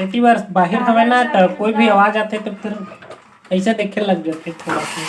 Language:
Chhattisgarhi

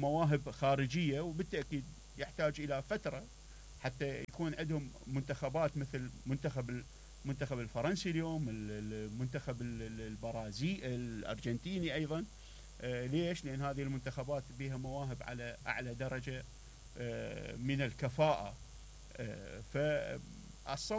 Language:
Mesopotamian Arabic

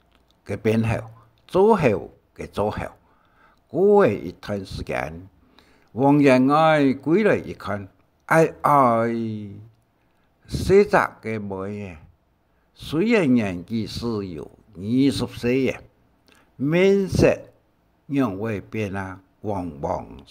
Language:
Hakka Chinese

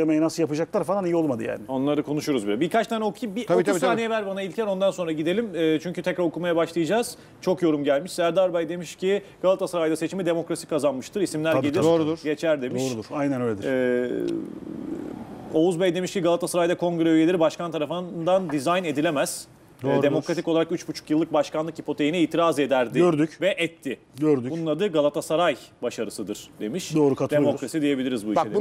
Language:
Turkish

